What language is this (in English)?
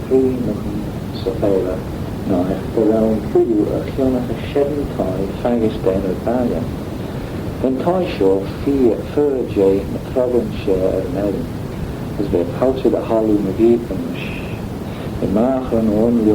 Manx